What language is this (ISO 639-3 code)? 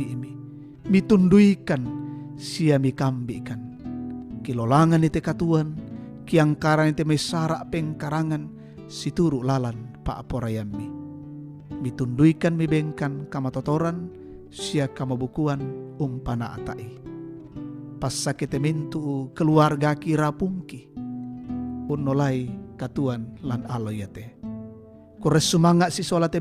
sda